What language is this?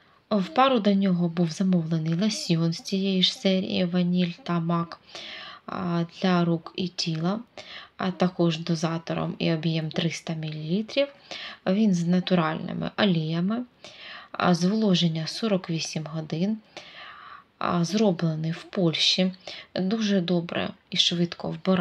Ukrainian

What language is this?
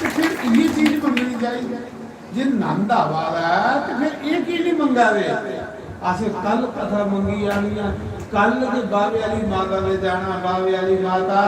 Dogri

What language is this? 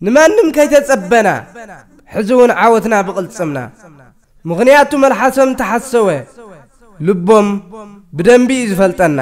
Tigrinya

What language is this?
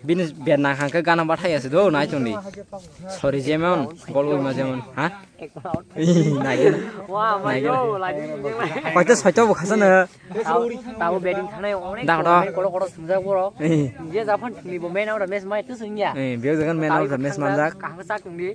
Kok Borok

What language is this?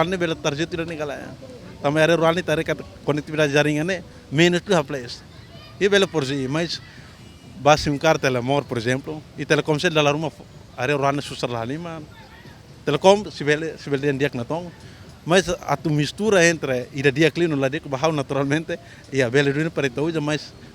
Tetum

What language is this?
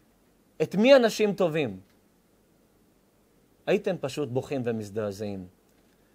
Hebrew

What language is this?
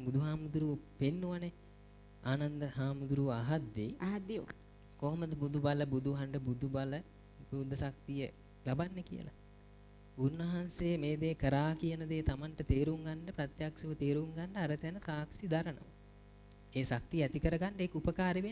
Sinhala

